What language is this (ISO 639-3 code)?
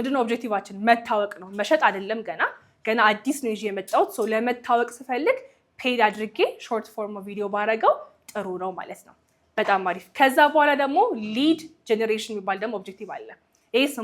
amh